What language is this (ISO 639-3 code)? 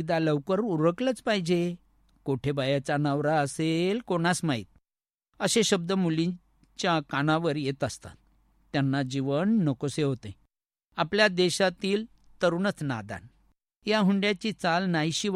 mar